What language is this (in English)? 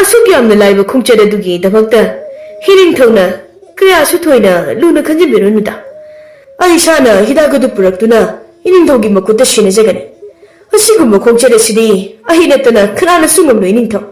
Manipuri